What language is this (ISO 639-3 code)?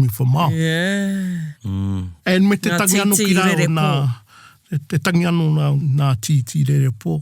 mri